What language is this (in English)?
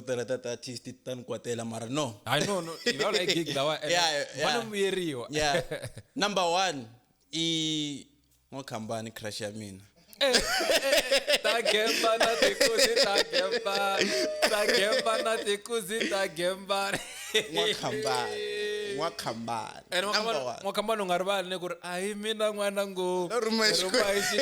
Tsonga